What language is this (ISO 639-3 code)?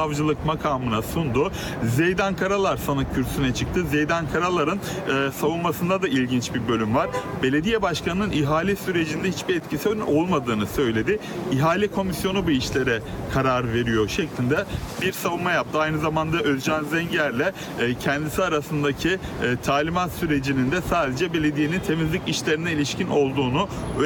tur